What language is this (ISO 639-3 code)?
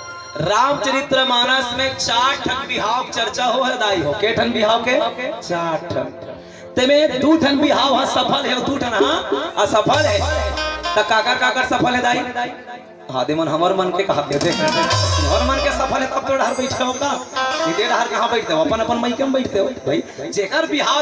hne